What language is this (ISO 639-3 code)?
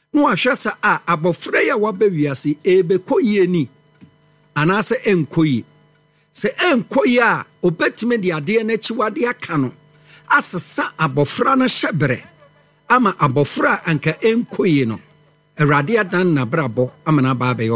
aka